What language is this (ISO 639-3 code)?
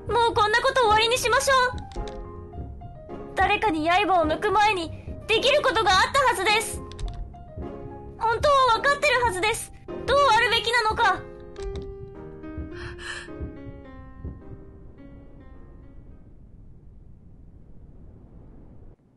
jpn